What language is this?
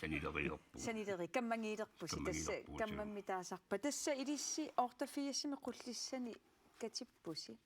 Kalaallisut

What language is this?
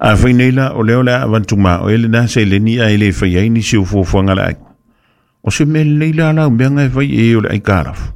Samoan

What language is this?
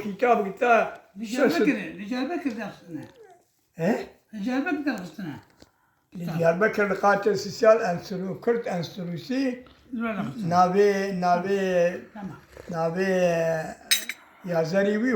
Kurdish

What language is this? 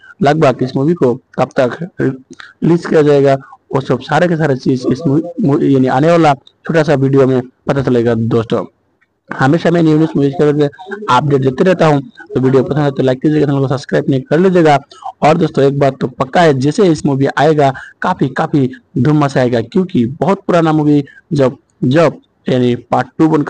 Hindi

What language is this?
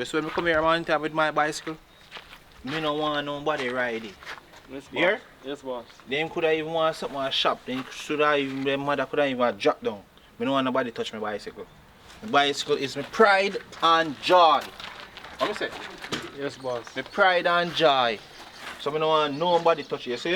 Jamaican Creole English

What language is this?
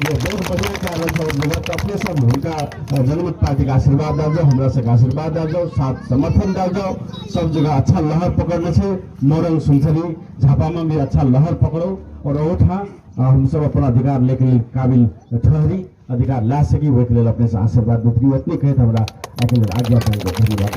Maithili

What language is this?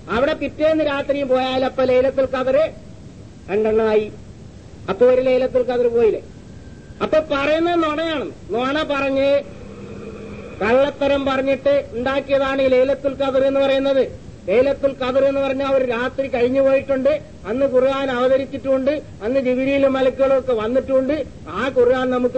Malayalam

